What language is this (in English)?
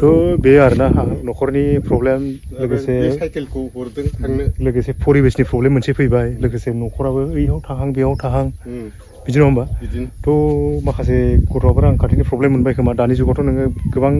Bodo